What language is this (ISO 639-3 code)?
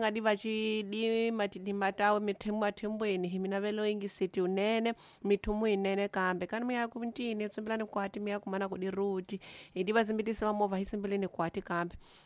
tso